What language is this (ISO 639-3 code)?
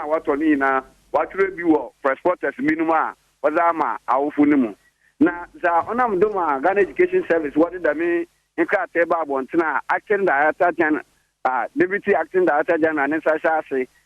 aka